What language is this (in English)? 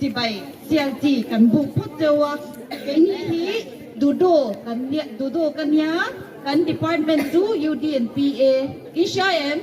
Mizo